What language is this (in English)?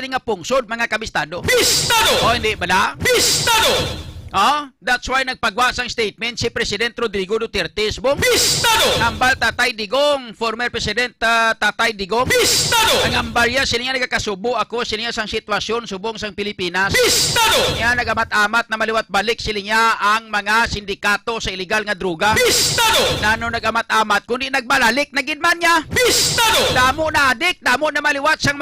Hiligaynon